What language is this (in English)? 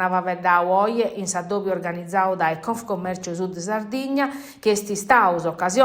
Sardinian